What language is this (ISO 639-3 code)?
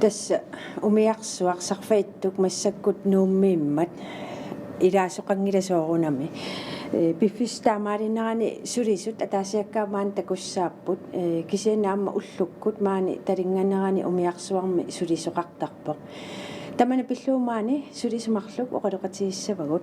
kal